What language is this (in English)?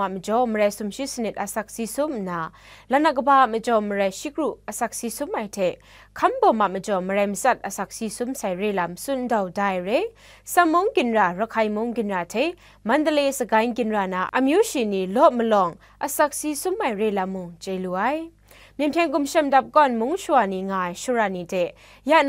Kachin